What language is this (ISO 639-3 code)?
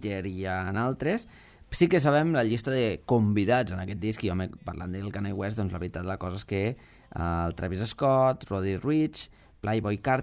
cat